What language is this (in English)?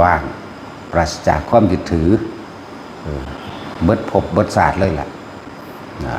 Northeastern Thai